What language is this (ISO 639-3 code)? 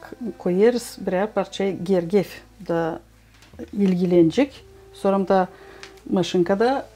gag